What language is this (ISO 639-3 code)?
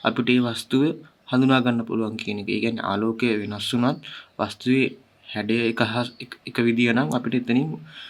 sin